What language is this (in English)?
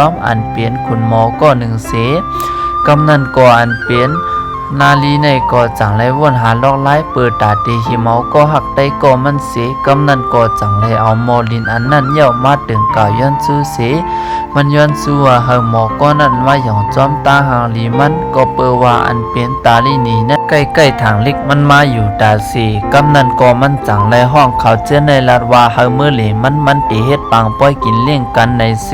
Shan